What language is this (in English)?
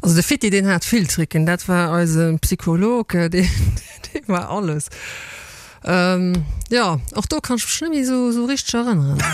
Luxembourgish